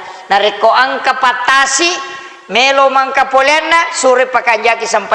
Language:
Buginese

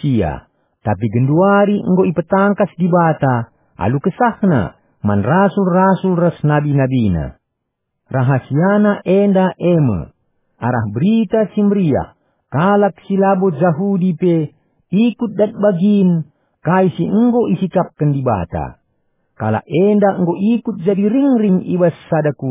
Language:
Batak Karo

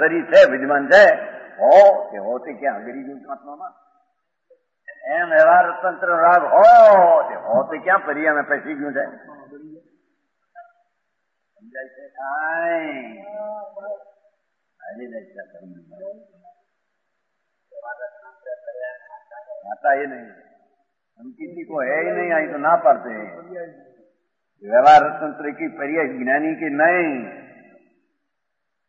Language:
Gujarati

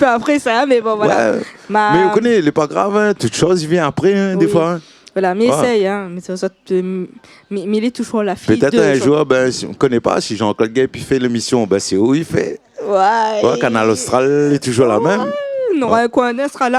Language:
Réunion Creole French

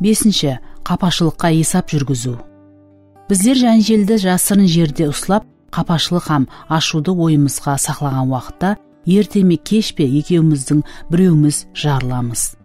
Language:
Kara-Kalpak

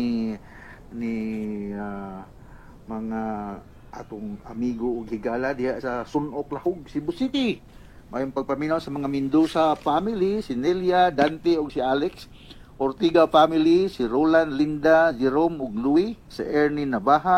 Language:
Cebuano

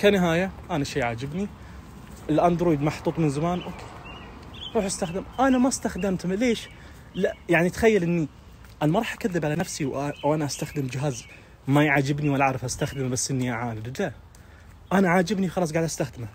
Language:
Najdi Arabic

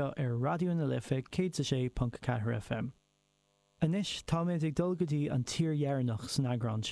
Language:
Irish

